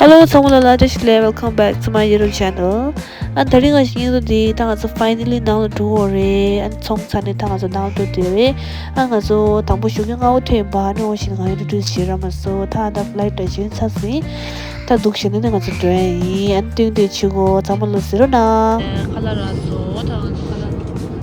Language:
Tibetan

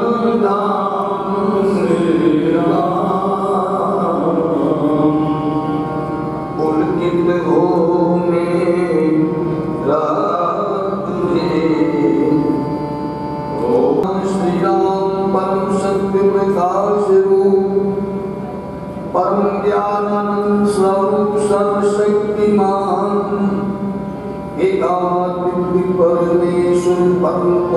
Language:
Hindi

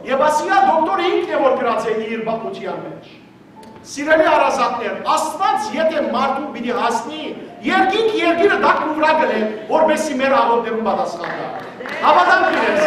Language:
Western Armenian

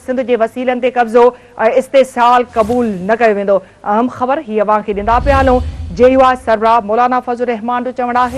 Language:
Sindhi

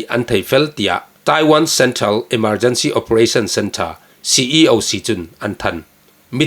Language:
Falam Chin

